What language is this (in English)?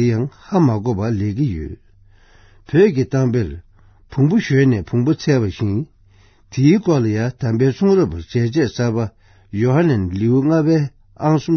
Tibetan